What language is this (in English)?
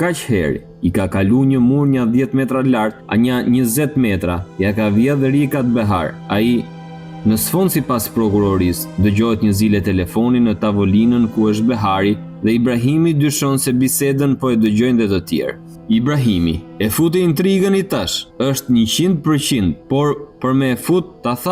Albanian